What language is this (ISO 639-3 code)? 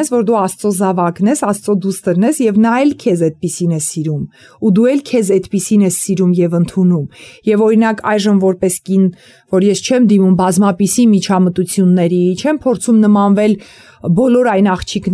hye